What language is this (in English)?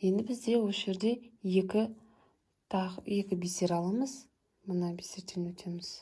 Kazakh